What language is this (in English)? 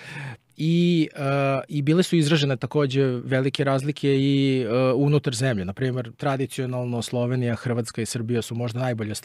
Serbian